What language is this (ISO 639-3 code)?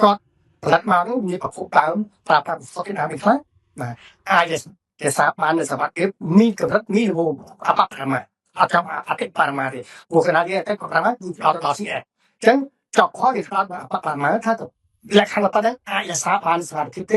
khm